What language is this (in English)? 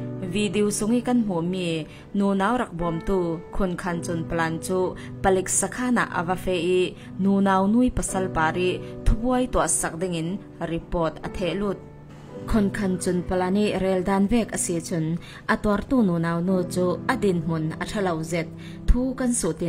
Falam Chin